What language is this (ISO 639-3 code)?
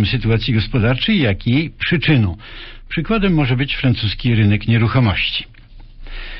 pol